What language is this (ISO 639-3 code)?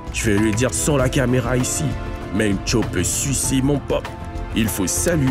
fra